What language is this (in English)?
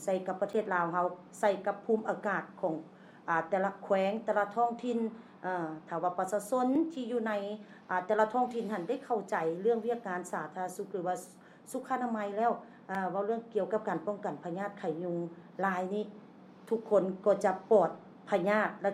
Lao